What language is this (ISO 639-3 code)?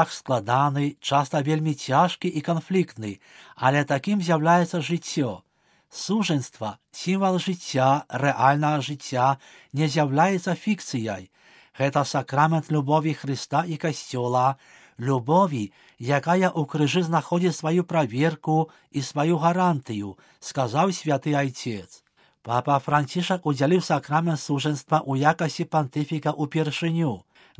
bel